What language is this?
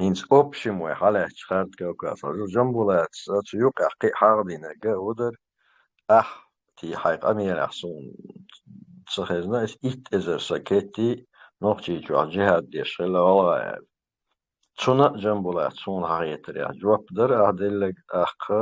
Chechen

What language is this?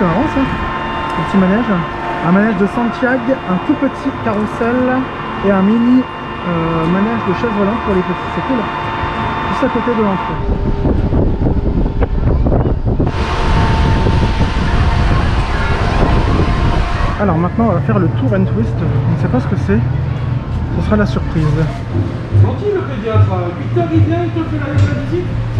French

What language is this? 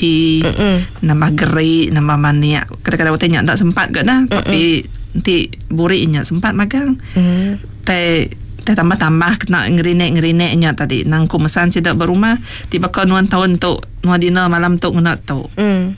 Iban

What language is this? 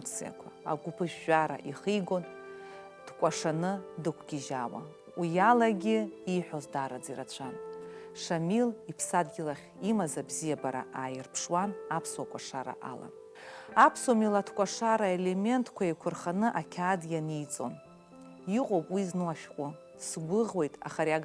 Abkhazian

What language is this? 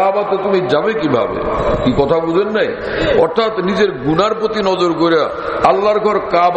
Bangla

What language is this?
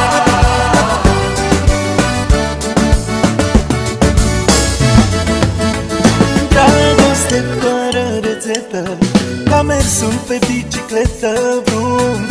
Romanian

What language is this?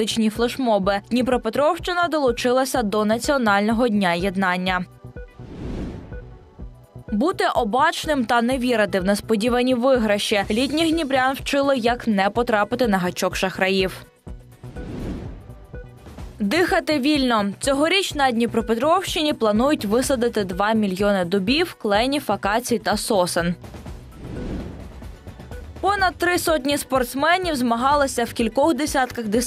Ukrainian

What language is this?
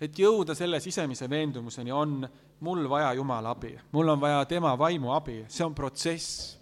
Estonian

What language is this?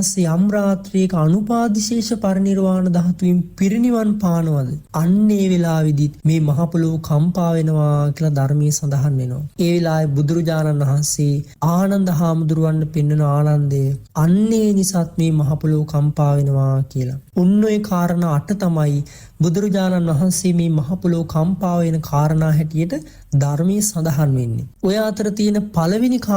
Sinhala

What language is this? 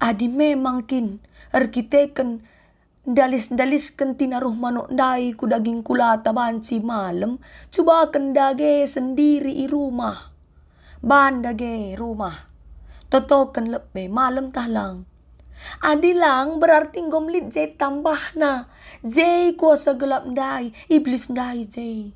Batak Karo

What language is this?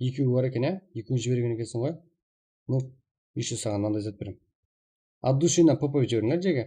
Kara-Kalpak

